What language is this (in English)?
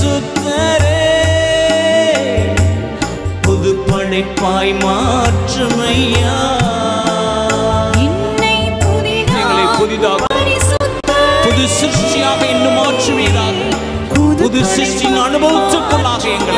Tamil